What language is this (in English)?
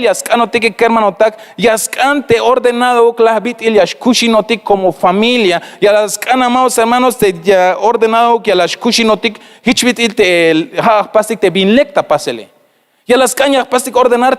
Tzeltal